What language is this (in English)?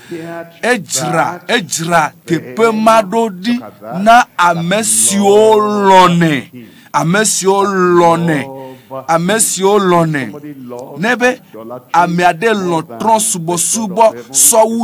Ewe